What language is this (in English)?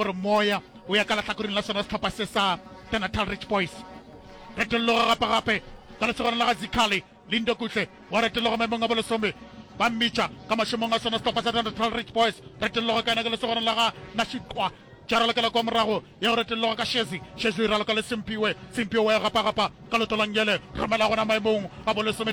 Northern Sotho